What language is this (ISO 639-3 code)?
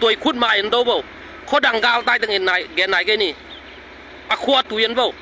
ctd